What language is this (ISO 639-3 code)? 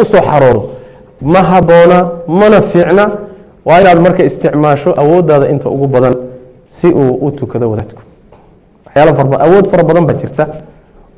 som